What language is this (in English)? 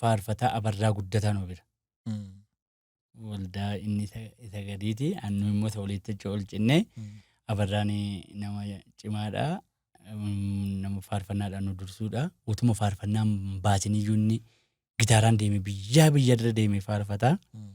Oromo